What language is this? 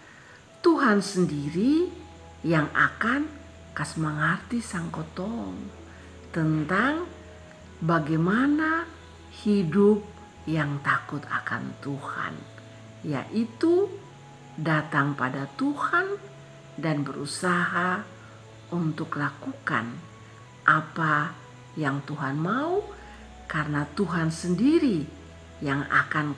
Kupang Malay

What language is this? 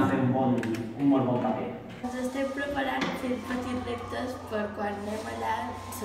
Catalan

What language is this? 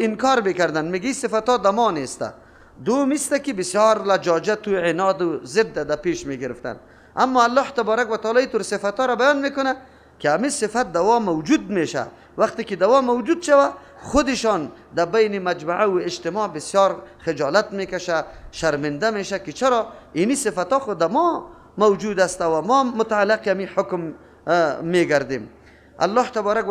Persian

